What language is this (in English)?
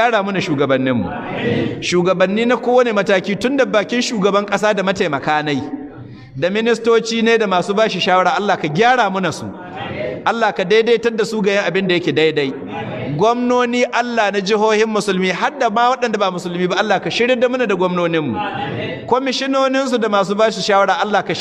Hausa